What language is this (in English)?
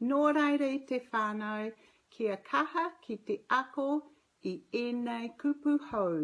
Māori